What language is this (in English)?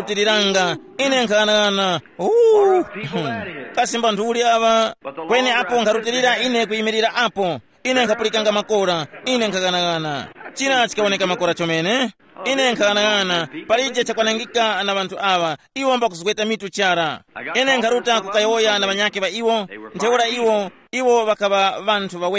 Tumbuka